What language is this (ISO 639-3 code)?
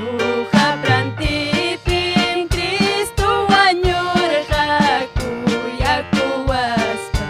quy